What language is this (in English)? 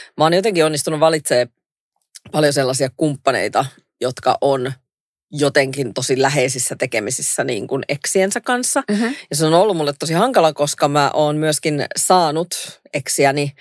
Finnish